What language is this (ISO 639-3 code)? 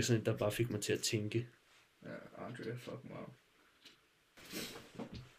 dan